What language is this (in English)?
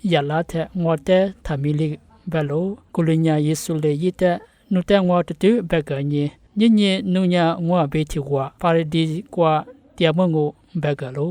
Lisu